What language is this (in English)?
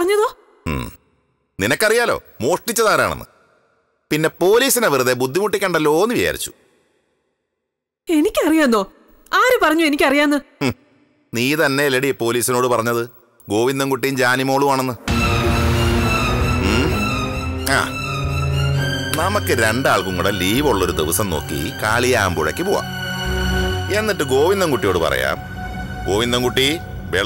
Malayalam